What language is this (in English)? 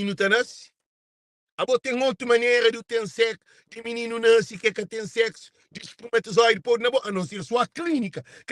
Kabuverdianu